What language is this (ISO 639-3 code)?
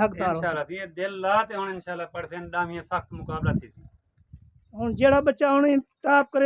skr